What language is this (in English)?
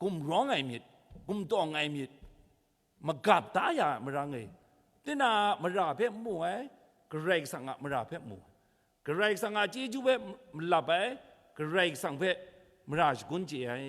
Kachin